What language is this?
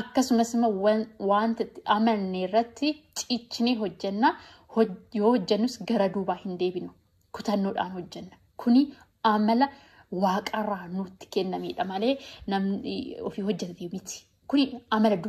Oromo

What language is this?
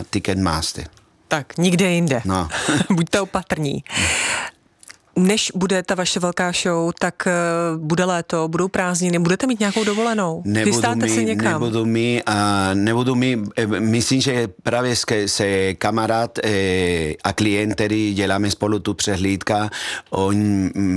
Czech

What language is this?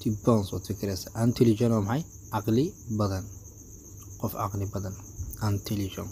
Somali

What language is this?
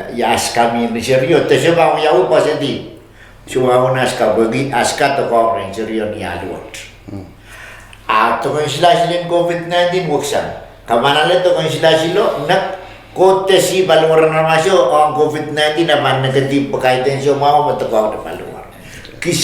Pohnpeian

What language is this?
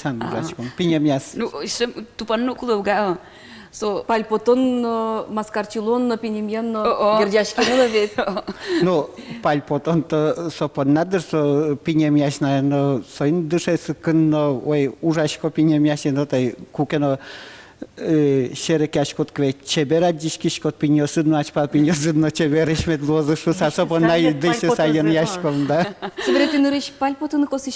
Udmurt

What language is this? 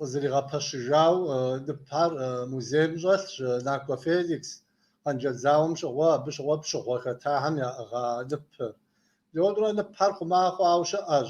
Kabardian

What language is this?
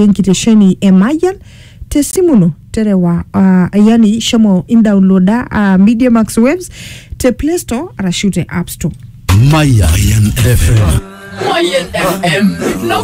Masai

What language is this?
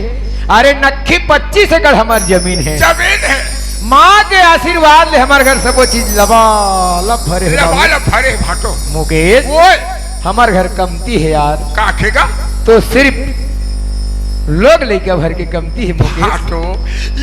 Chhattisgarhi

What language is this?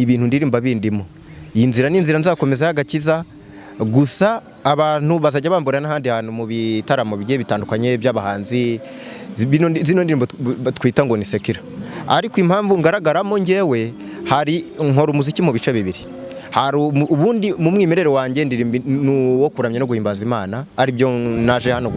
Kinyarwanda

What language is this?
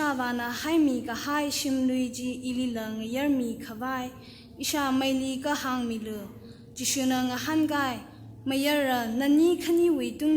Tangkhul Naga (India)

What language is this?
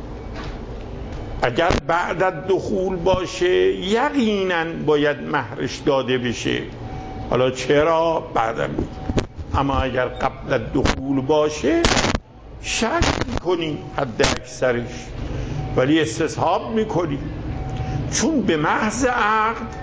Persian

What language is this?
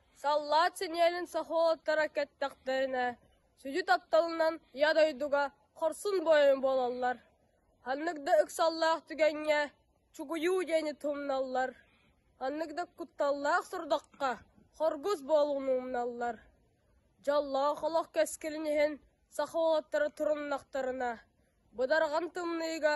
Yakut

